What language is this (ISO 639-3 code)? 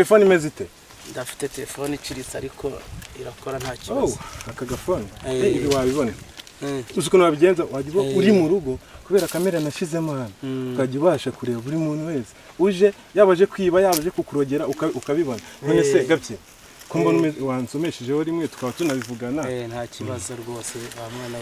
kin